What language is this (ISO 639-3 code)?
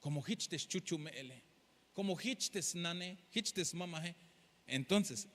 tzh